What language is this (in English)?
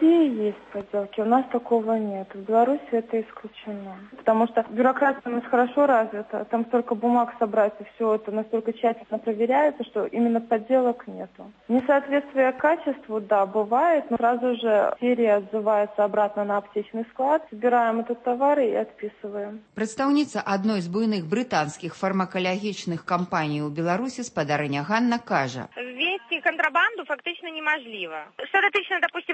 Belarusian